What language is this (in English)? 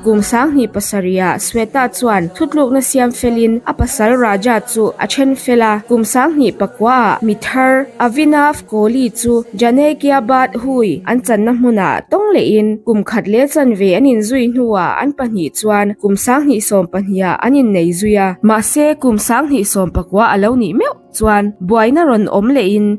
Mizo